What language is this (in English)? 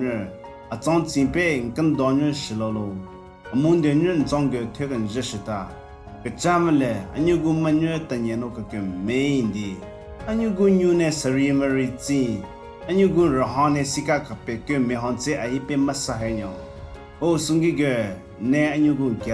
Southern Rengma Naga